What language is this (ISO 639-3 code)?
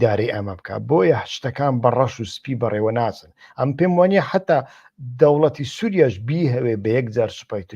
ckb